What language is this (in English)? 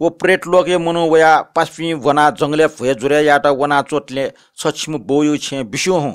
Newari